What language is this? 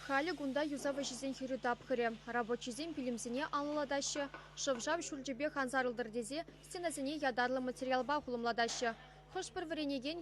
Chuvash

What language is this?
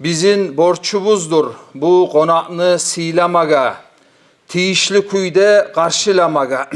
Kumyk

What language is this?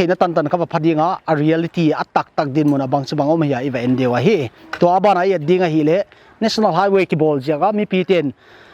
Paite Chin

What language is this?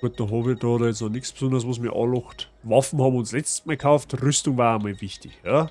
Bavarian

